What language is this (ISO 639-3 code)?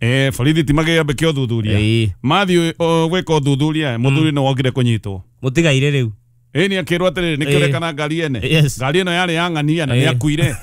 kik